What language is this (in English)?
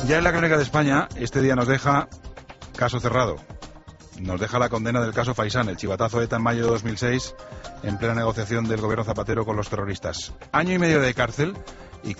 Spanish